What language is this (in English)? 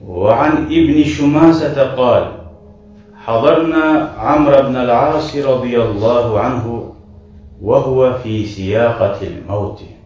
Kumyk